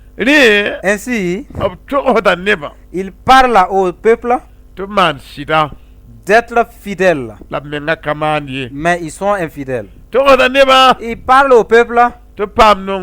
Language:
Mossi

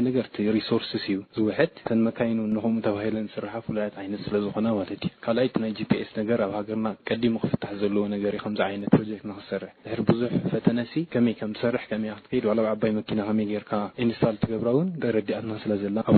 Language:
Tigrinya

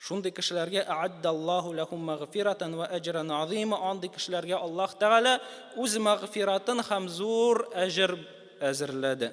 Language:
Tatar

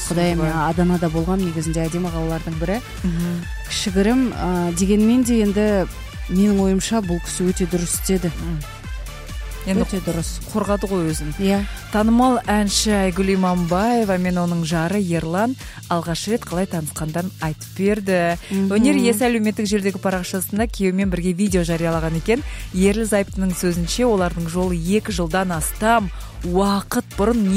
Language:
Kazakh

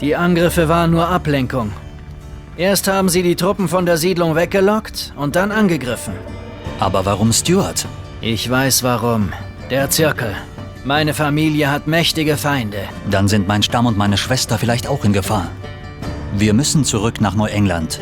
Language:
Bavarian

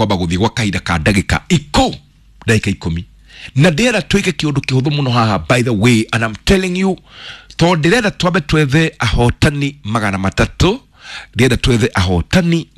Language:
Kikuyu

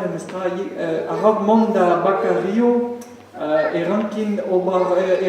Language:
Breton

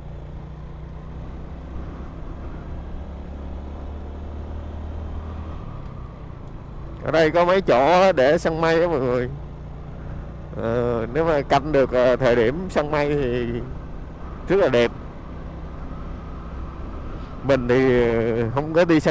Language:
Vietnamese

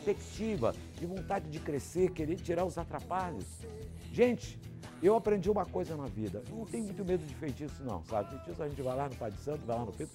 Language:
Portuguese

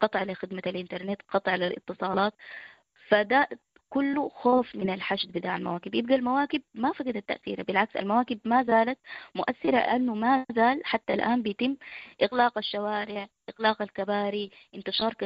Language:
Sudanese Arabic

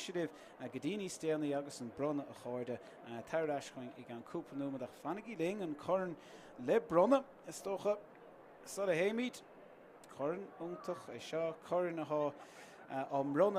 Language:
Irish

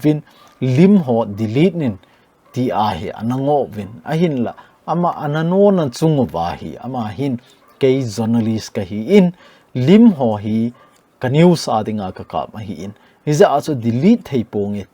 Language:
Thado Chin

